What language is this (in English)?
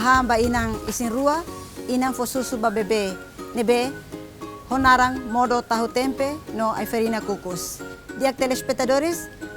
Tetum